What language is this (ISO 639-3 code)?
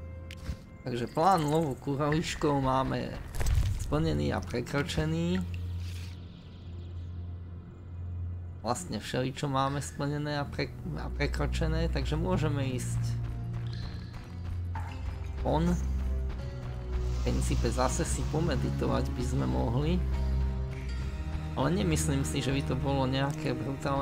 slk